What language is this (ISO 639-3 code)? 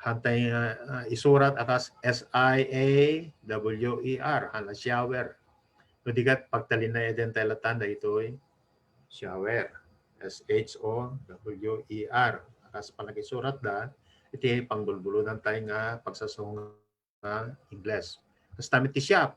ilo